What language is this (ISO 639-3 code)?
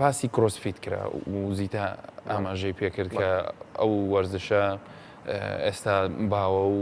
ckb